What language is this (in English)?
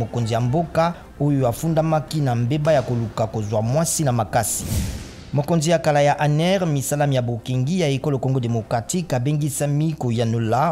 Lingala